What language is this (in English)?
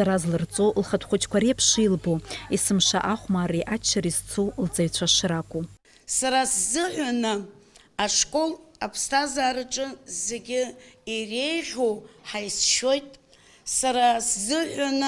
Abkhazian